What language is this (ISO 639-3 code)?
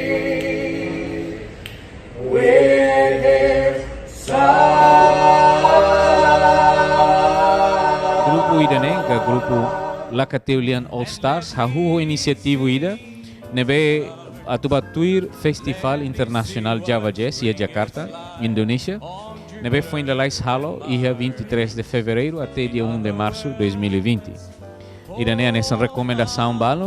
tet